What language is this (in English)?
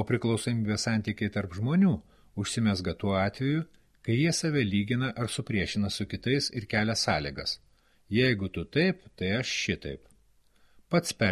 Lithuanian